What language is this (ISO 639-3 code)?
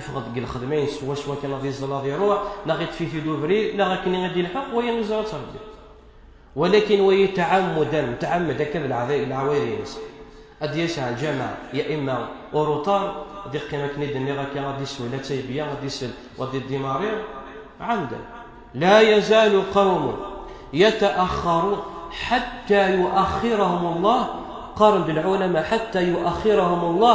kab